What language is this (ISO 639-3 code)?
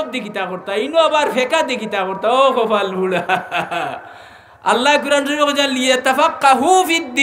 syl